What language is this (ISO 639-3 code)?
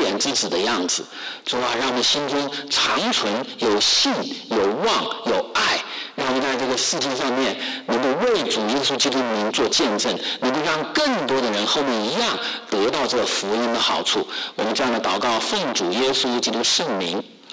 zho